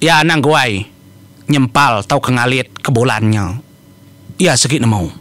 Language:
Iban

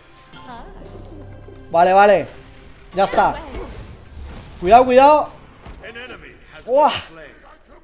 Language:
Spanish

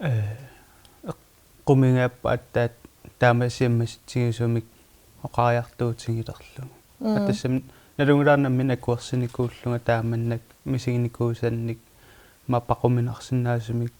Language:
Kalaallisut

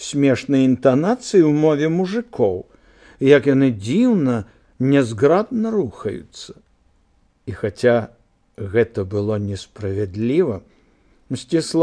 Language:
Belarusian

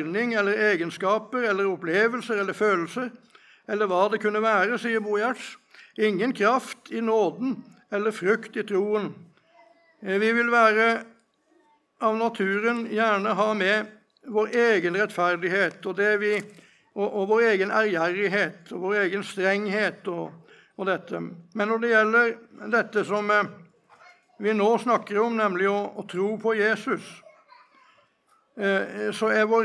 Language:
Norwegian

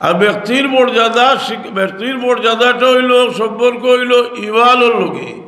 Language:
Sylheti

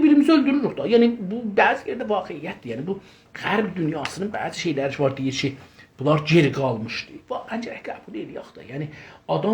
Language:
South Azerbaijani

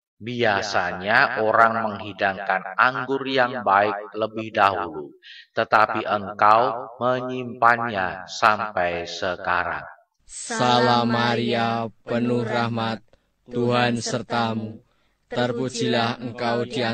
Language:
Indonesian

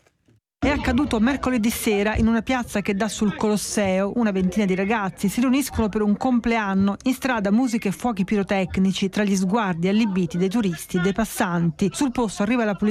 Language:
Italian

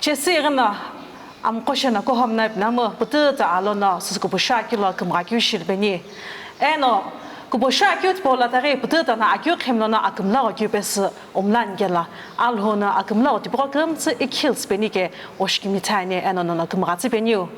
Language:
Sumi Naga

